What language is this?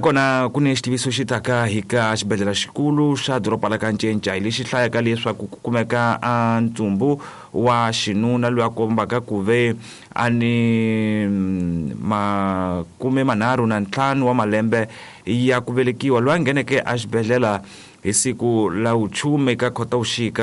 Tsonga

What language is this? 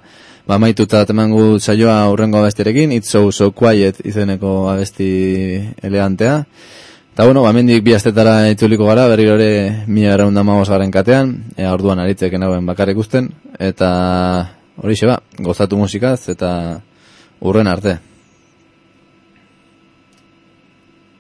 Basque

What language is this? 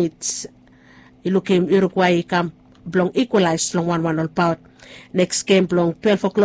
Bislama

